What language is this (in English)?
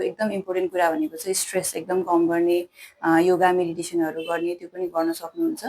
Nepali